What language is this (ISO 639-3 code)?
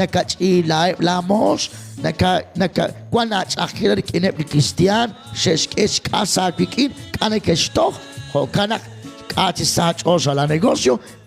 kek